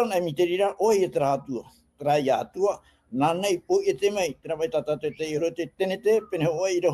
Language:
Tahitian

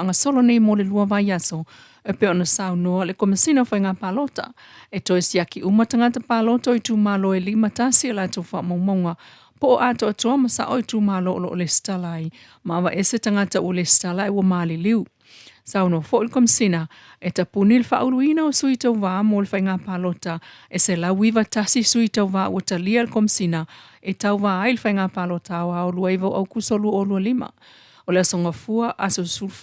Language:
Samoan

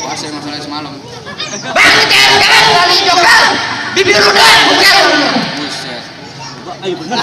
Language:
Betawi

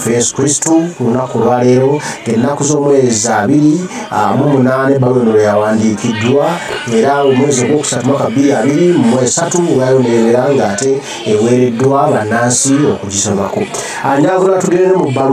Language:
Ganda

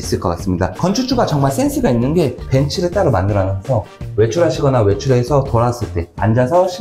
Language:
Korean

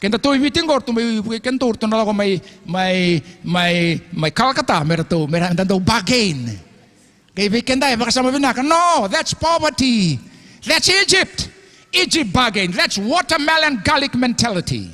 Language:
Fijian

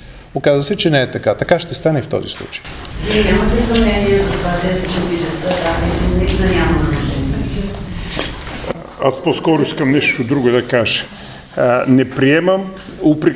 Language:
Bulgarian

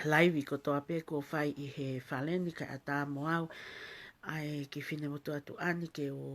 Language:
Tongan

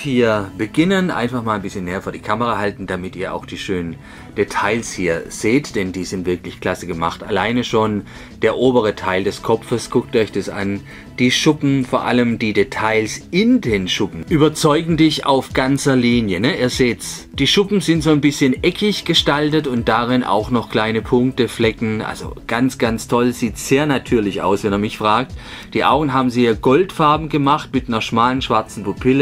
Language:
German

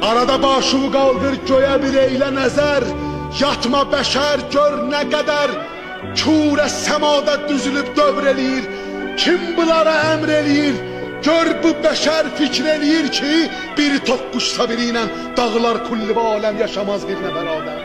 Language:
South Azerbaijani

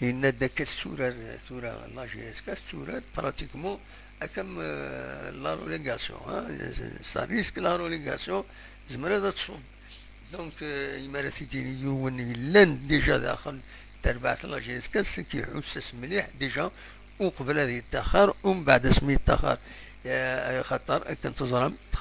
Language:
Kabyle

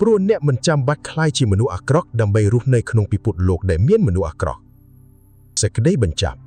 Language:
Khmer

